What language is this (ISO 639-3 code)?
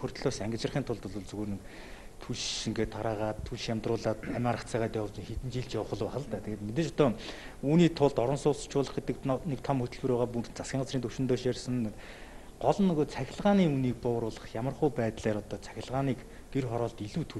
mon